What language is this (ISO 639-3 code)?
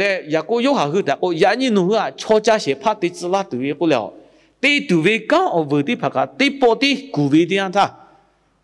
lhu